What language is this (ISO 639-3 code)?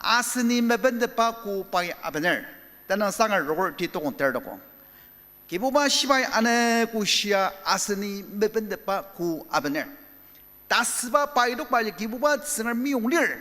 njo